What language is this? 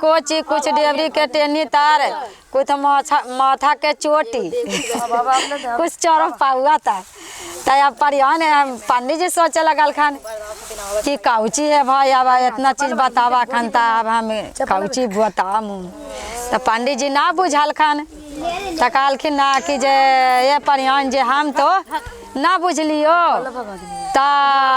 Magahi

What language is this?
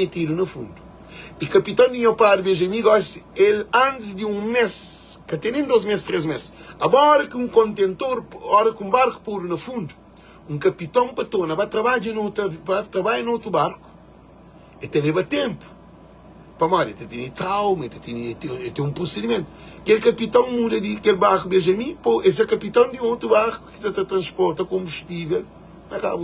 Kabuverdianu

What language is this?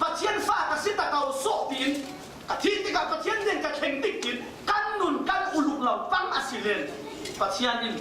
Falam Chin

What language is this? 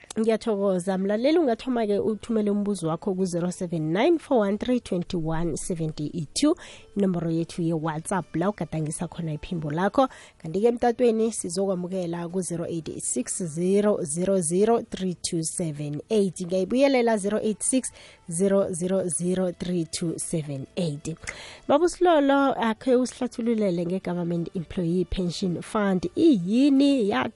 South Ndebele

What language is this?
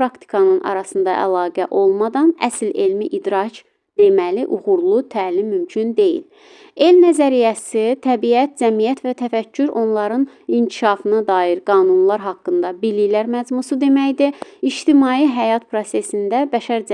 Azerbaijani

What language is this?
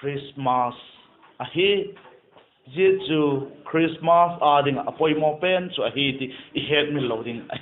Vaiphei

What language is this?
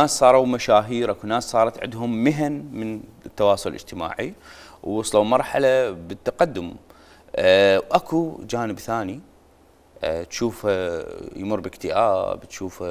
Mesopotamian Arabic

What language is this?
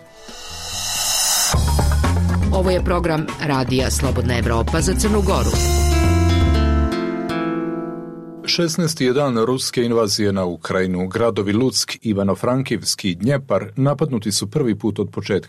Serbian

